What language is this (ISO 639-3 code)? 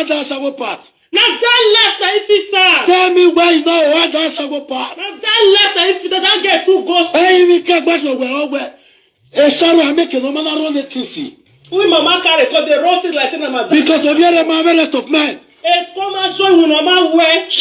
pcm